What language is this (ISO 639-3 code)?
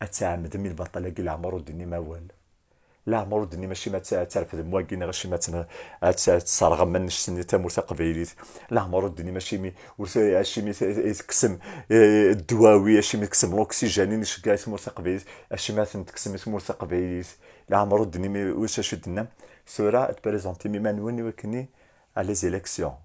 kab